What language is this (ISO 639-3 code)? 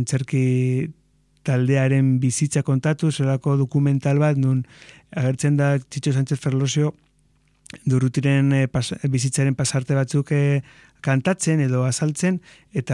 eus